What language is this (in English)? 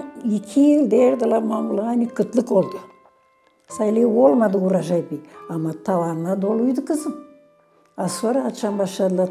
Gagauz